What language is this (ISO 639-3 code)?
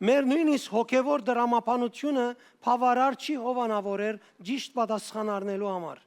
hyw